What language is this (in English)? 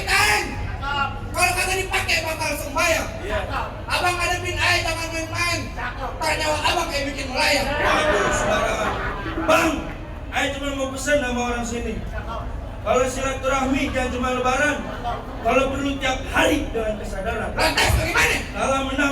Betawi